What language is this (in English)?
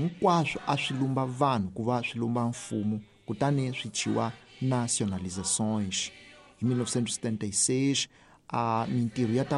Tsonga